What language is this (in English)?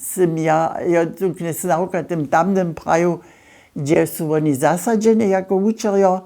Upper Sorbian